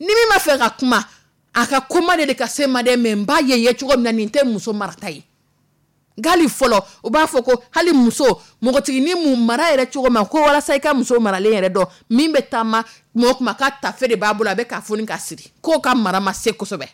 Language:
Dyula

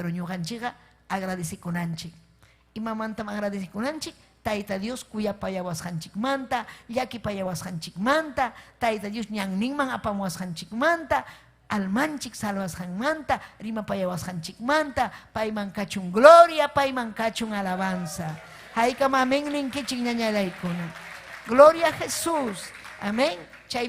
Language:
Ayacucho Quechua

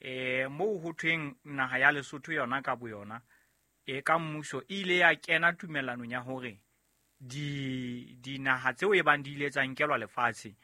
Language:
Southern Sotho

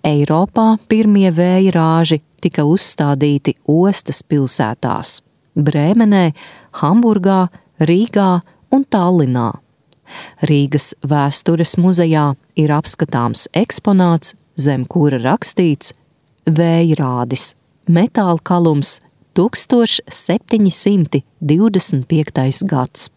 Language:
Latvian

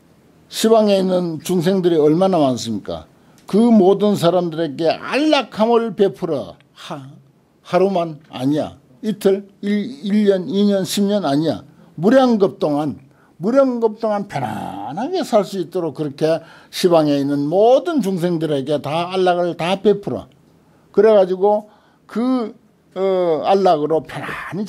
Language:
Korean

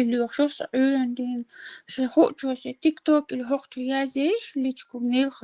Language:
Chechen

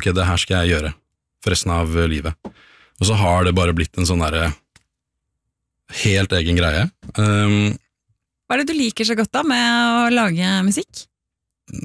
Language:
Norwegian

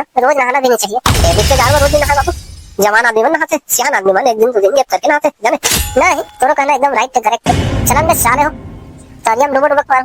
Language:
Chhattisgarhi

